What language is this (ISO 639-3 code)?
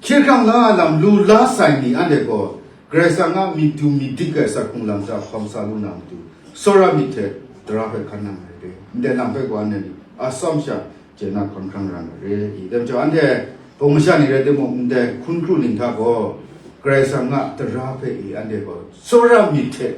kac